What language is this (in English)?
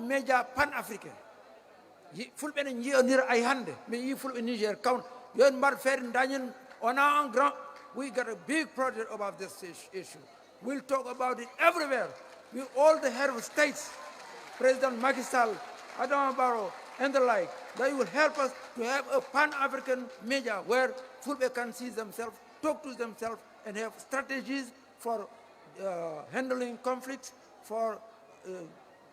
Fula